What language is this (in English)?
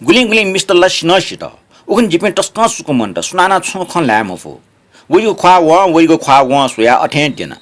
Newari